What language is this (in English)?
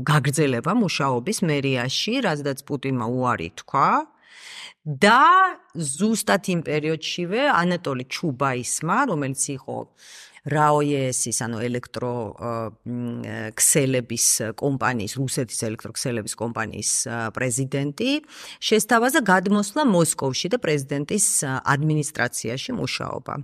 Georgian